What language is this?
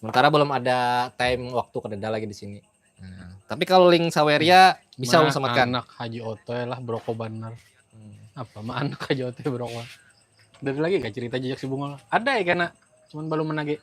Banjar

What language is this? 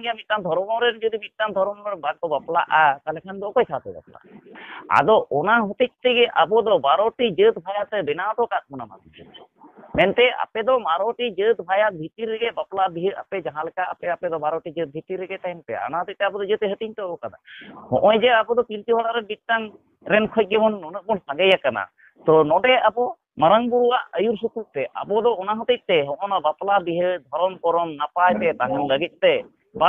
Santali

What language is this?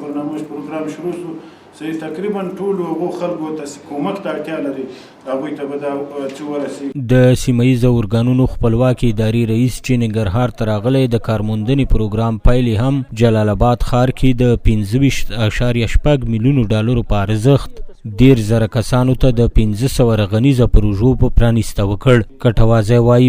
Pashto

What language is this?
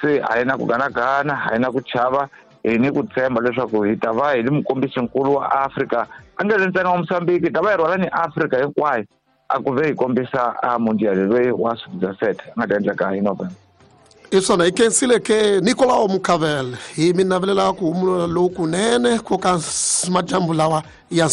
Tsonga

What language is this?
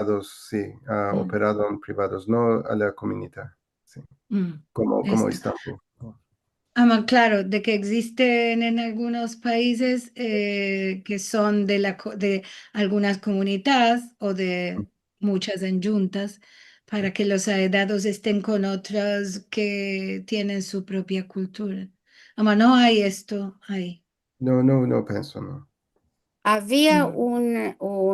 Ladino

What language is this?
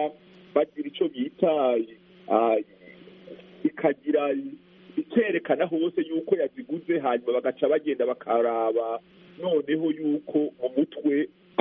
Kinyarwanda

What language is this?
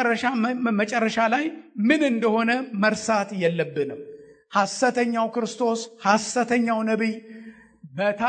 Amharic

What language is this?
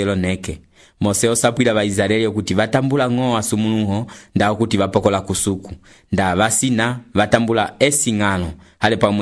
Umbundu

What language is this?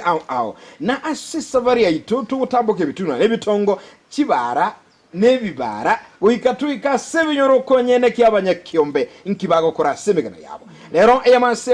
Gusii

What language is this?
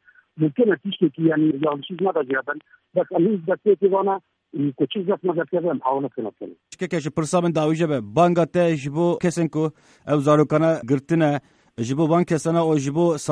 Kurdish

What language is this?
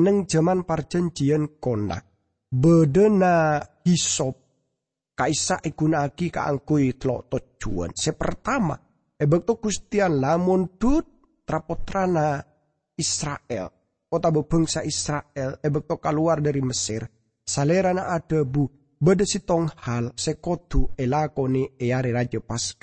Madurese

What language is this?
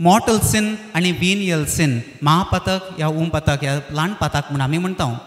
Konkani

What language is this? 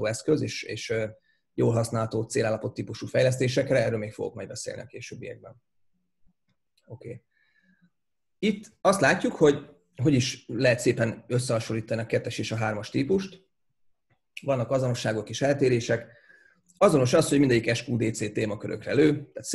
Hungarian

